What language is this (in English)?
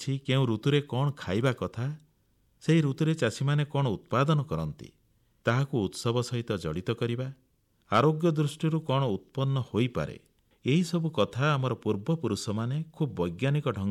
Odia